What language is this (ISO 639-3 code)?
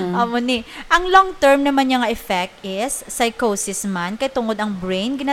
hil